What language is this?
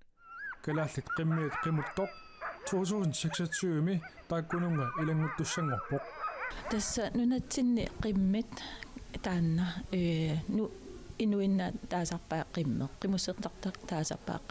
Kalaallisut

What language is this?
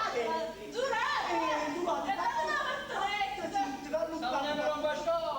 Neapolitan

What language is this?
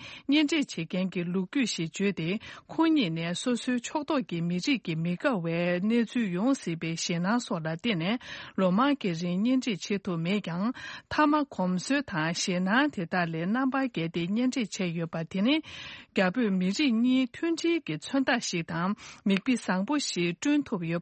Tibetan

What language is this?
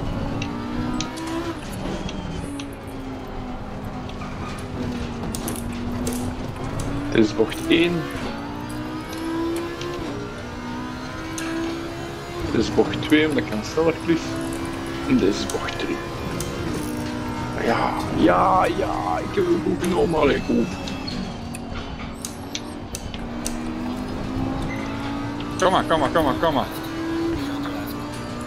Dutch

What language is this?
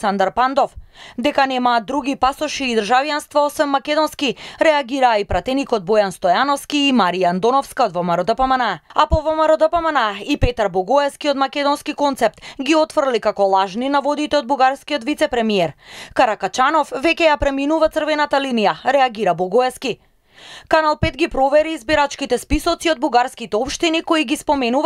Macedonian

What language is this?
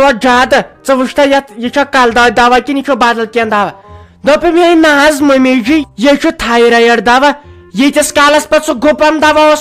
Kashmiri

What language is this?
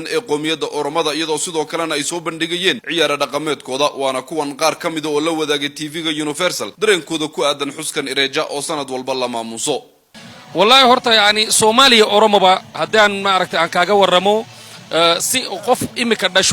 Somali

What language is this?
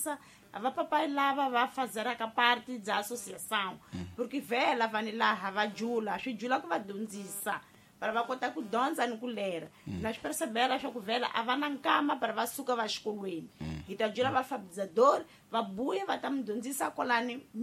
Tsonga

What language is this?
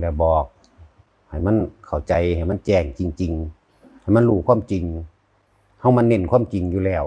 Northeastern Thai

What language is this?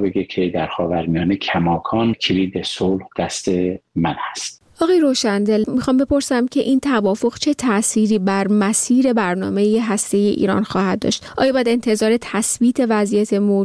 Persian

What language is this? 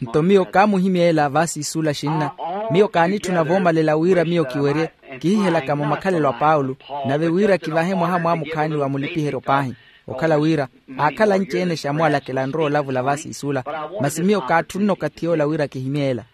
Makhuwa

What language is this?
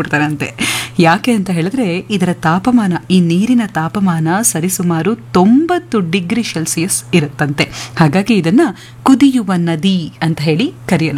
Kannada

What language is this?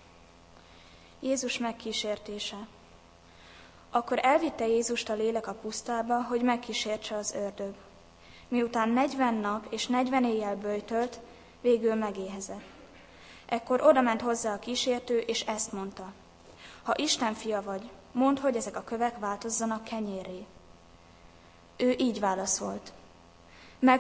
Hungarian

